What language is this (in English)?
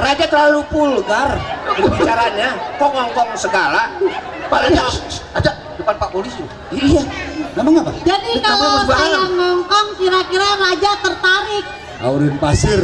Betawi